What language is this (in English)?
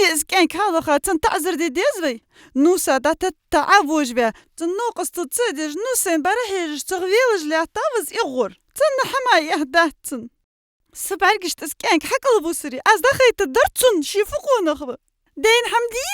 Ingush